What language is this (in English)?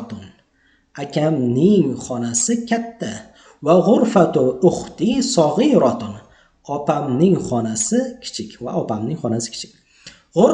Uzbek